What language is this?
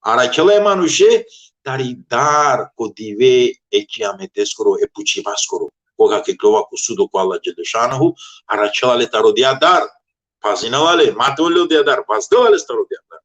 Balkan Romani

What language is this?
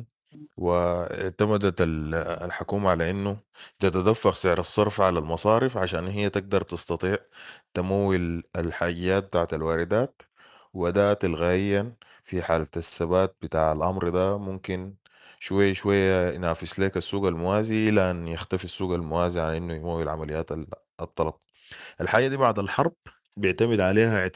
Sudanese Arabic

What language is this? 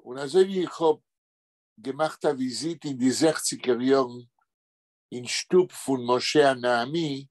Yiddish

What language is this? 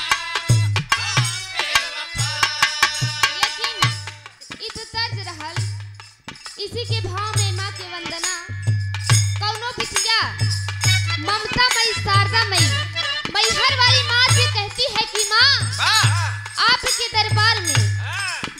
Bhojpuri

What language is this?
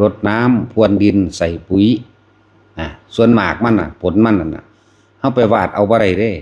Lao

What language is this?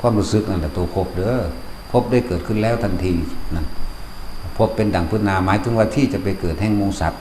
Lao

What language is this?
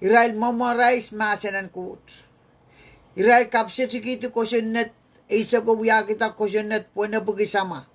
Pohnpeian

